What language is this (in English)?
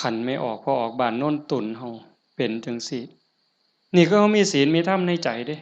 Northeastern Thai